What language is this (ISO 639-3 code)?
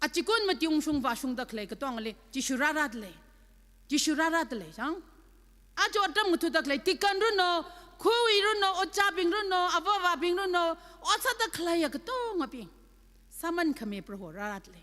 nmf